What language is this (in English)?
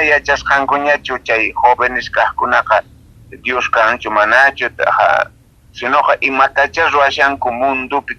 South Bolivian Quechua